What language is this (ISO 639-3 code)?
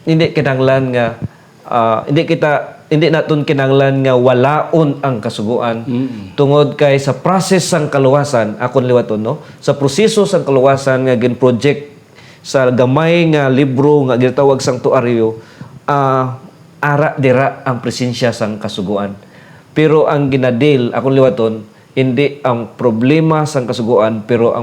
hil